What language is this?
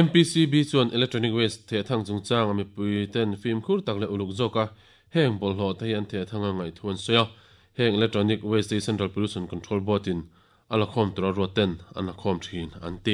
Mizo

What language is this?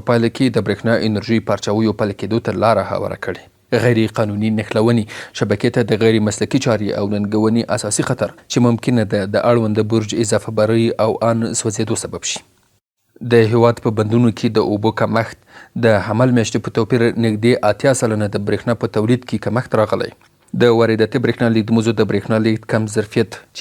Pashto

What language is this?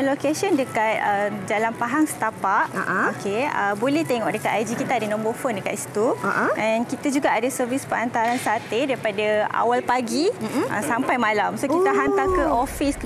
Malay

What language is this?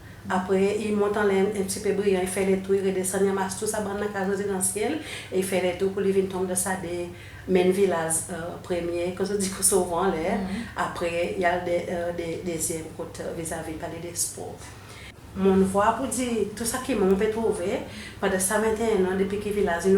Seselwa Creole French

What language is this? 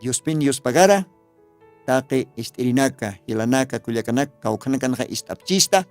Aymara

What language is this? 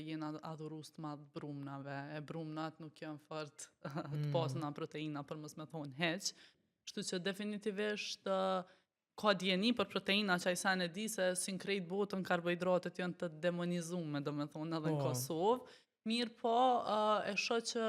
Albanian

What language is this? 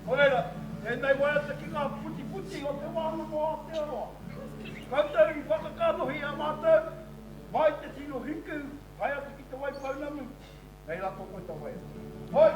Māori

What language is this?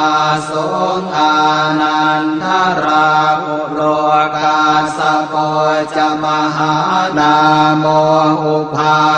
Pali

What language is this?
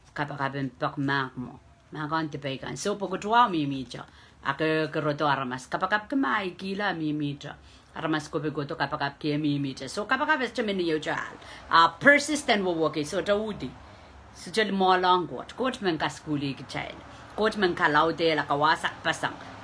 Pohnpeian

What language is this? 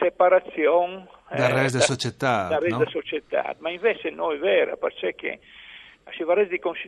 Friulian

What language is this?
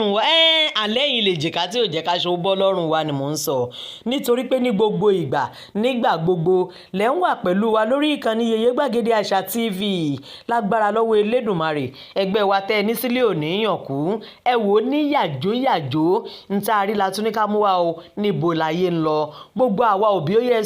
Yoruba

